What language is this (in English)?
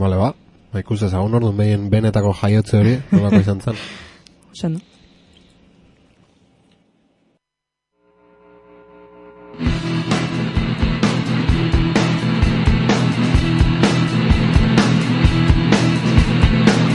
Basque